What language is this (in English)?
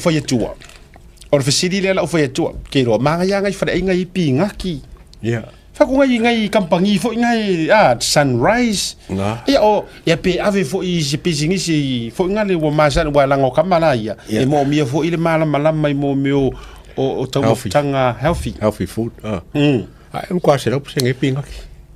Samoan